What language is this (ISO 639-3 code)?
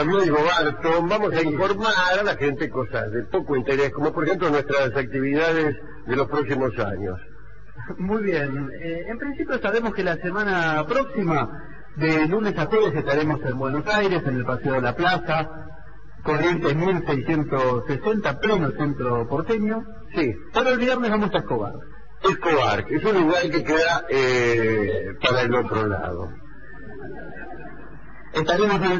spa